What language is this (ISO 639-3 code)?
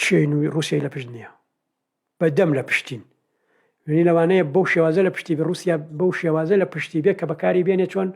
ckb